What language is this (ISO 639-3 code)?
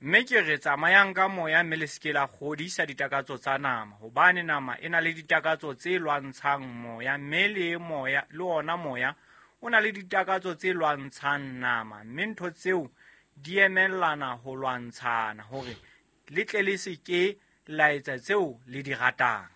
sot